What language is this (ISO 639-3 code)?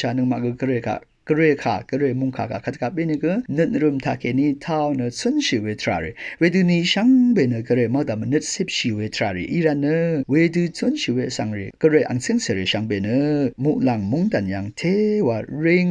raw